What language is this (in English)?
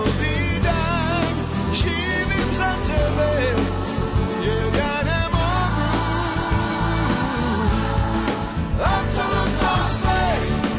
Serbian